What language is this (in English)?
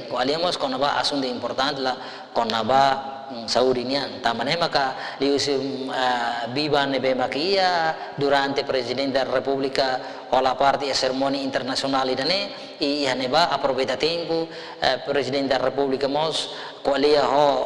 Tetum